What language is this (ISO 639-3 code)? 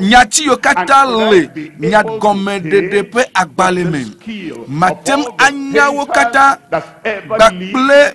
ewe